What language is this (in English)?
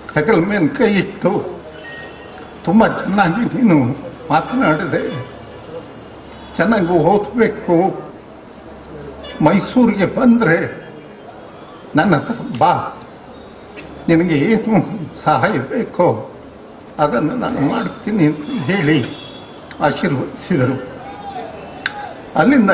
Kannada